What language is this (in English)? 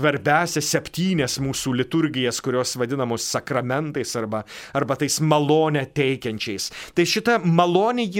Lithuanian